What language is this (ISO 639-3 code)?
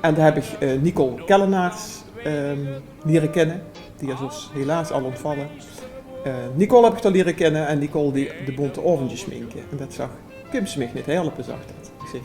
lim